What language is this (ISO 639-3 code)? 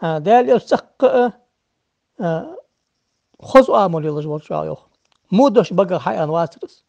inh